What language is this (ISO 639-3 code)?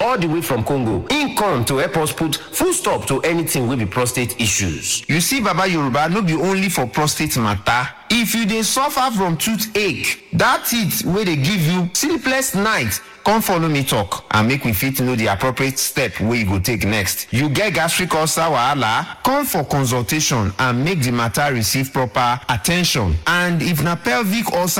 pcm